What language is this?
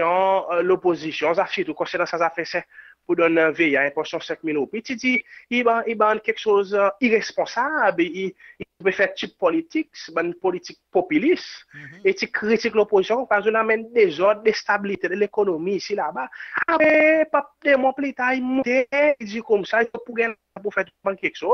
Seselwa Creole French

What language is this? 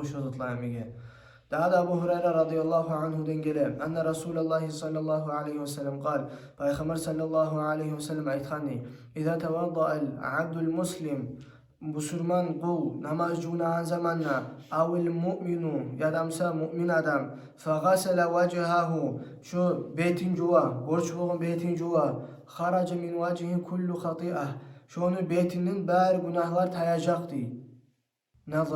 Kumyk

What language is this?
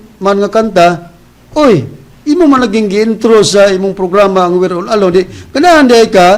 Cebuano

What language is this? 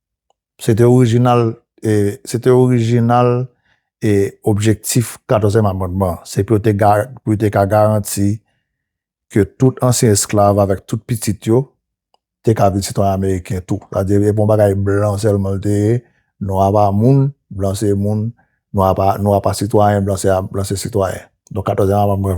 Haitian Creole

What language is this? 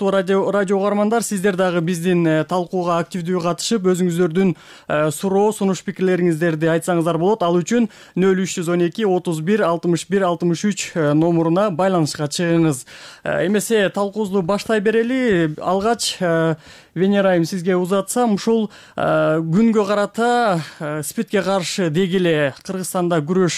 Kyrgyz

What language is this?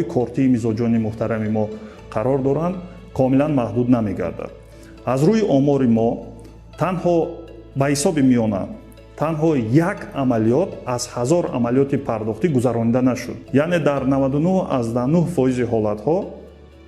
Tajik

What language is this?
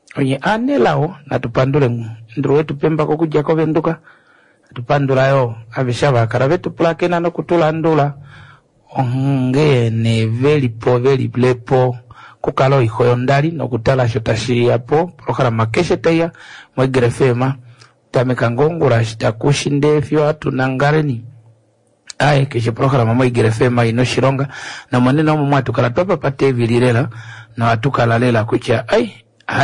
Kuanyama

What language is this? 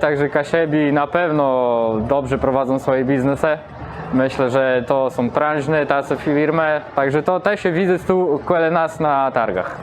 Kashubian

